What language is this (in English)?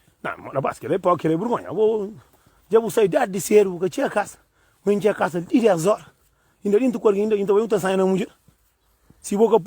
Kabuverdianu